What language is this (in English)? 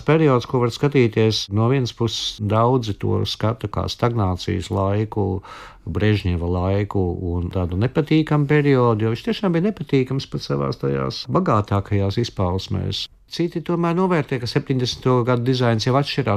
Latvian